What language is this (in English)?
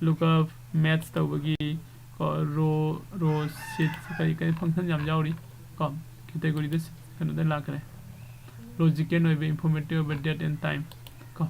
Manipuri